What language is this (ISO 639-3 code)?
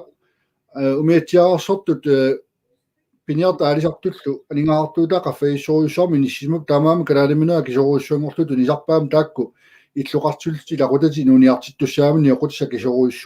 kal